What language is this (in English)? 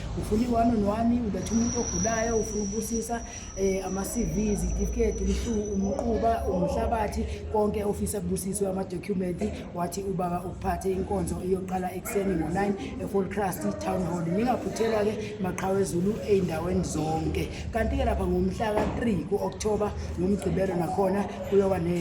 Zulu